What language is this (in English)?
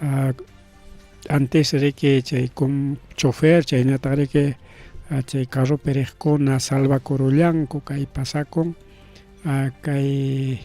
Ayacucho Quechua